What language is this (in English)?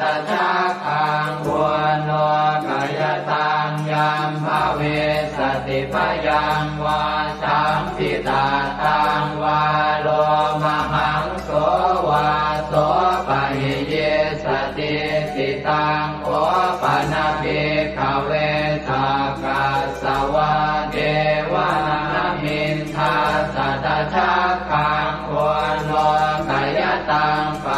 Pali